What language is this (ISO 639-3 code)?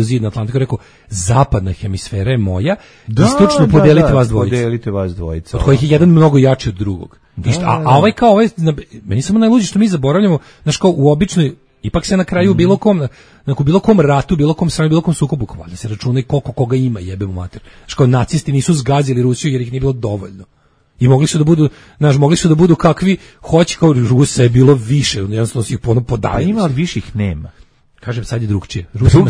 srp